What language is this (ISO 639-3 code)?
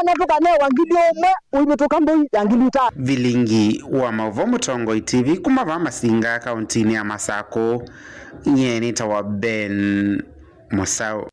kam